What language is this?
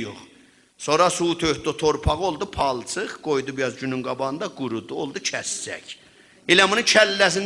South Azerbaijani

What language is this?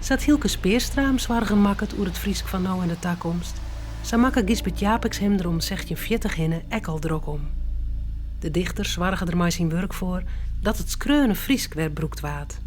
Western Frisian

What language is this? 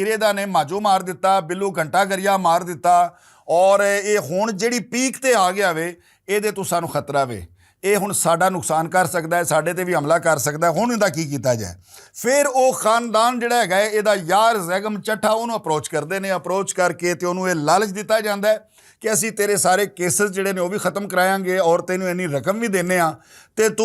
Western Panjabi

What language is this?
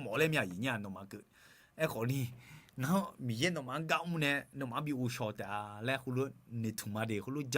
Akha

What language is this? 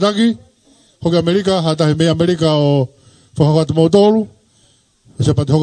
Tongan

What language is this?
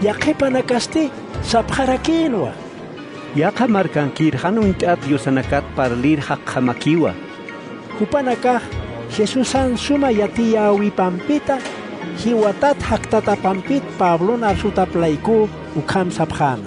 Aymara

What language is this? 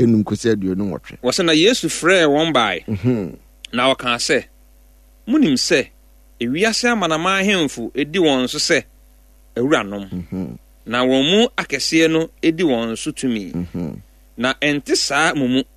Akan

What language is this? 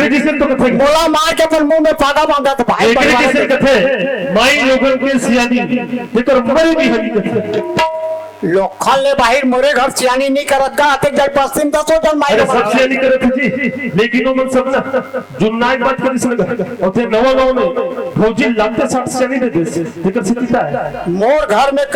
Chhattisgarhi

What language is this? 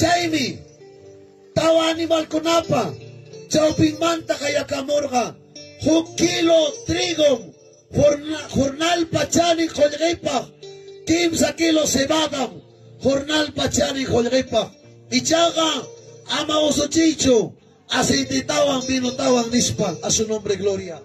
Ayacucho Quechua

